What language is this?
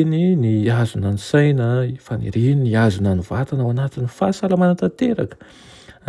Malagasy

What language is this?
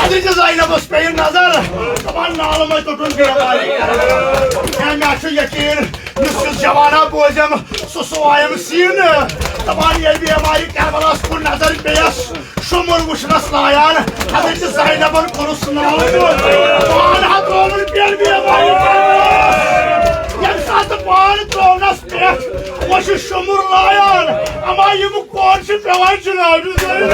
Kashmiri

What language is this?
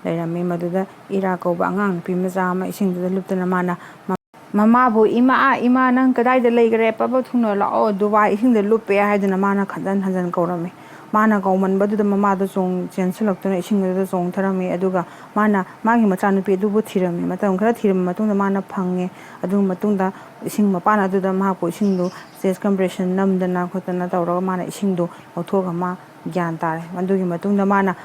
Manipuri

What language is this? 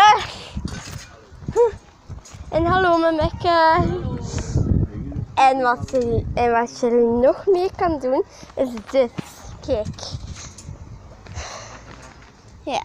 Dutch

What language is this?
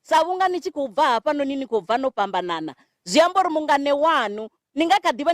Venda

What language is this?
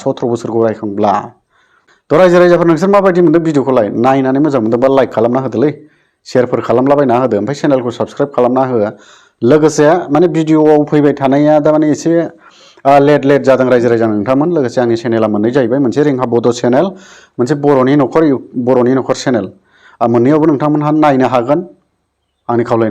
Bodo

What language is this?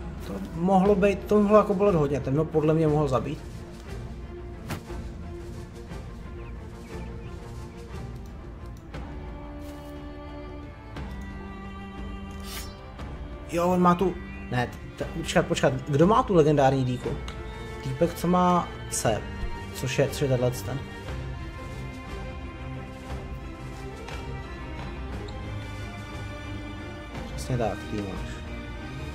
Czech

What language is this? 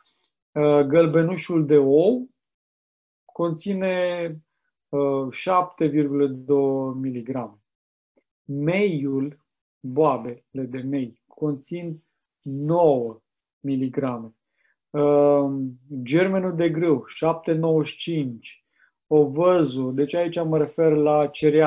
Romanian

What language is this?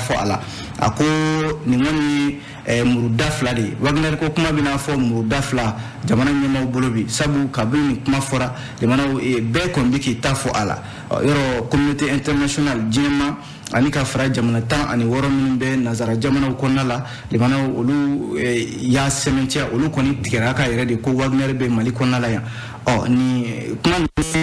Bambara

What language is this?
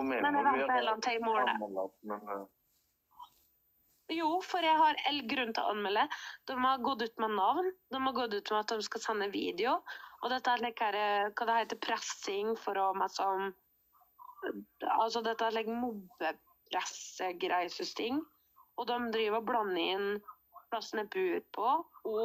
Norwegian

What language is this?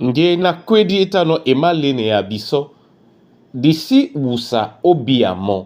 Duala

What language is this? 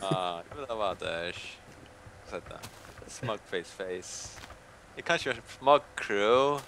Faroese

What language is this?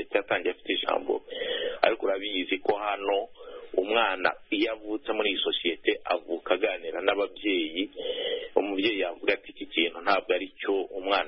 Kinyarwanda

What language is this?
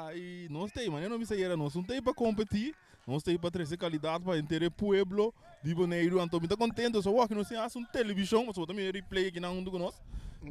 Papiamento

